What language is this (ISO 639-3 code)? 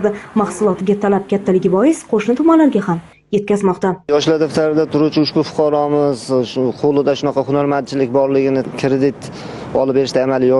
uzb